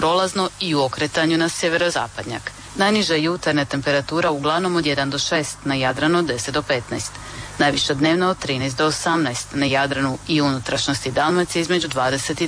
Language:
Croatian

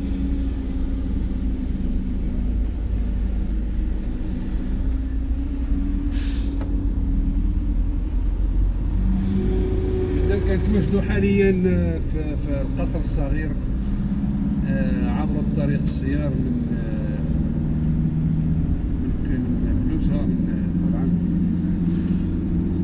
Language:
Moroccan Arabic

